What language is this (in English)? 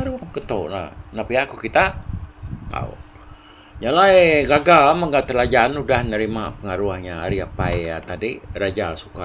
Iban